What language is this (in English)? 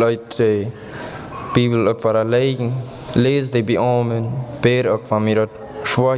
Plautdietsch